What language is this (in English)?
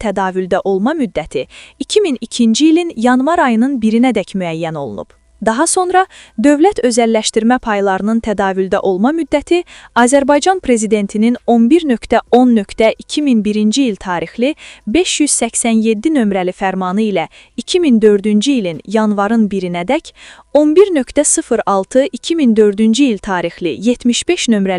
Azerbaijani